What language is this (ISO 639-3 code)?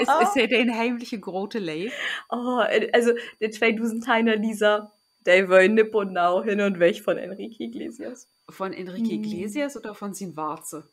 nds